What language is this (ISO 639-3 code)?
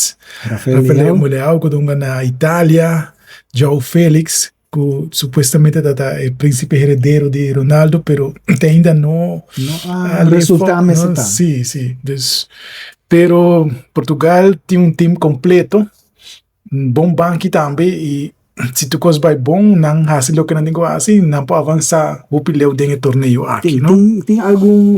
pap